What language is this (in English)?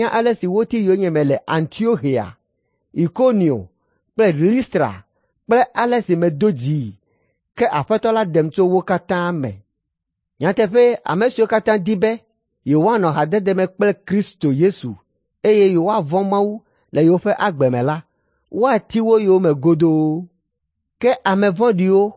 Ewe